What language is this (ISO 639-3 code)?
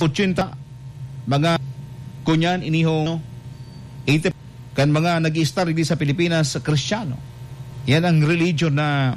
bik